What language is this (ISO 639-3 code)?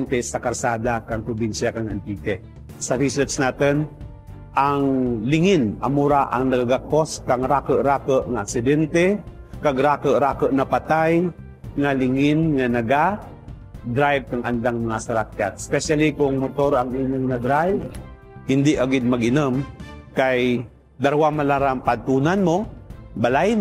krj